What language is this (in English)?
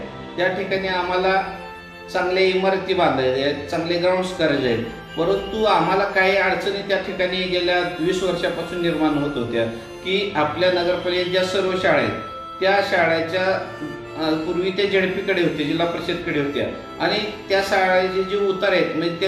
Marathi